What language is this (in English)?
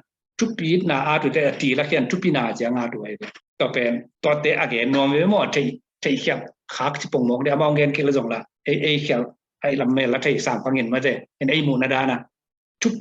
Tedim Chin